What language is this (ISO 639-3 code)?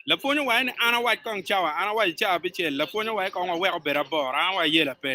ach